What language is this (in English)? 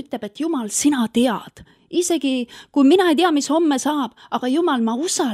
Estonian